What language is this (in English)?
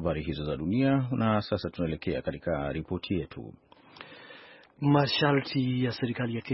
Swahili